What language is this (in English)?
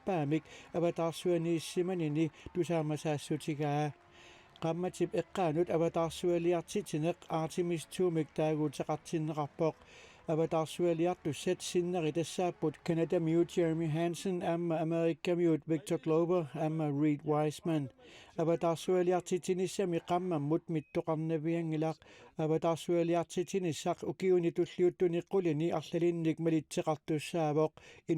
Kalaallisut